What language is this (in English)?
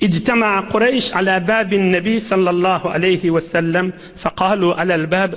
Turkmen